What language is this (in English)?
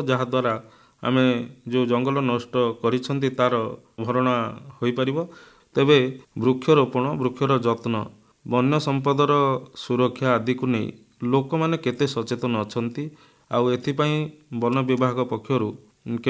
Odia